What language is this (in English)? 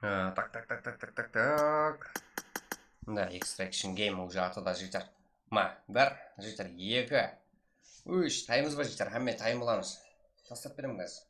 Kara-Kalpak